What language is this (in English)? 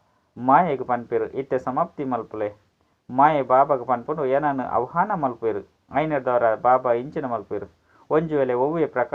Tulu